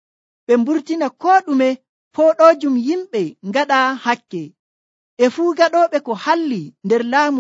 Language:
Nigerian Fulfulde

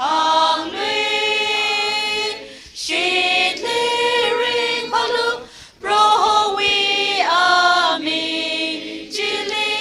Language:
Tangkhul Naga (India)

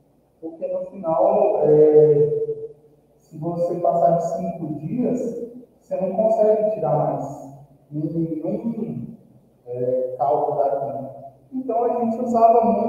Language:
Portuguese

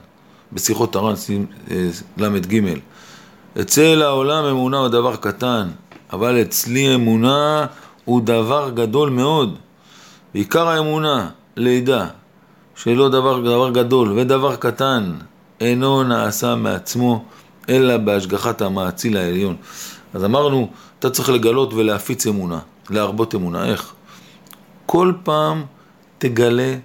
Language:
Hebrew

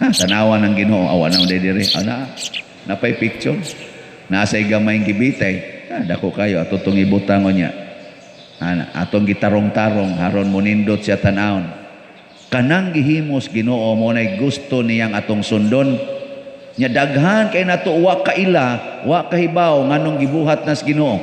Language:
Cebuano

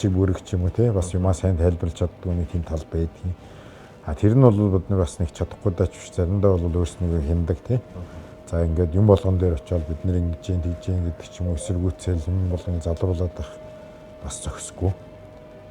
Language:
Mongolian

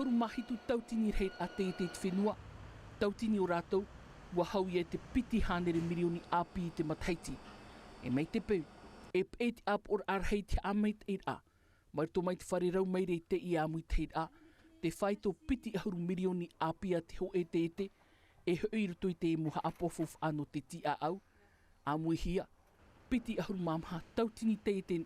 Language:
Tahitian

